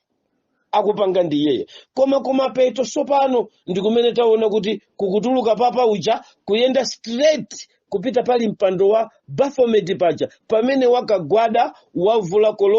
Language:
Nyanja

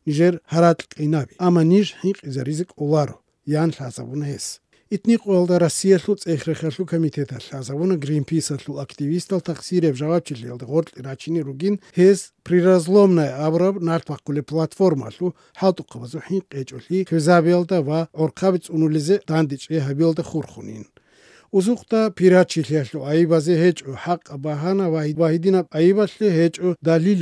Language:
Avaric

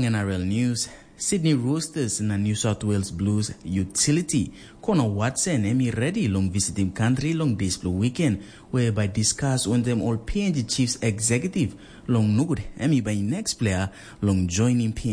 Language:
Tok Pisin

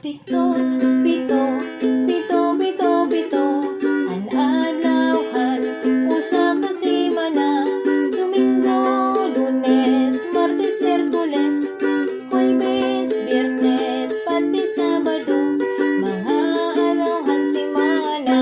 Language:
Waray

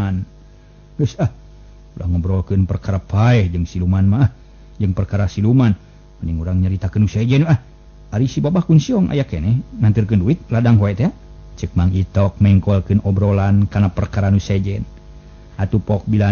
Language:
Sundanese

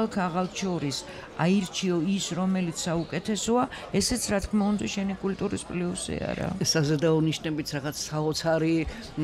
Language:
Georgian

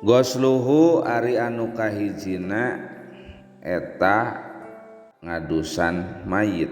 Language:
Sundanese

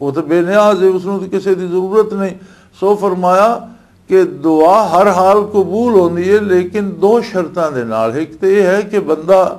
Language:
Western Panjabi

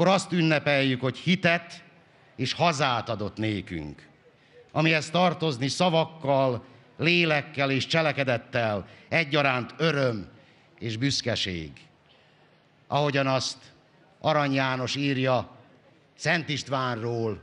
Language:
Hungarian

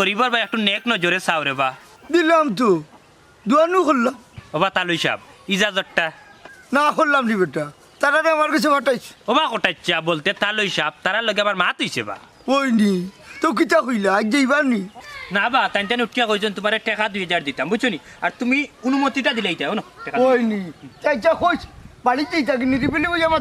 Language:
Sylheti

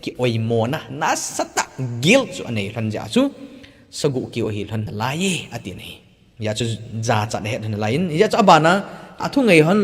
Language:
Thado Chin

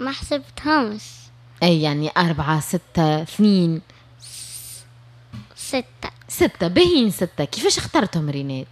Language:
Tunisian Arabic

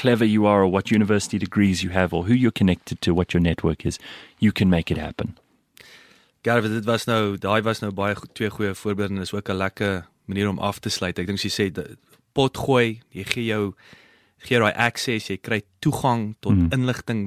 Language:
Afrikaans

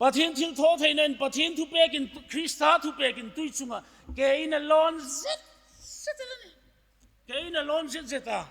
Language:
Hmar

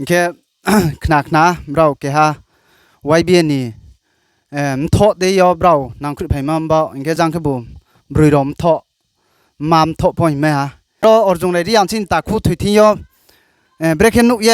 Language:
Riang (India)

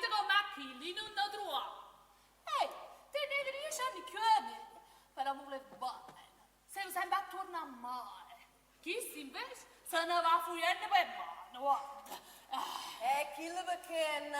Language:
Neapolitan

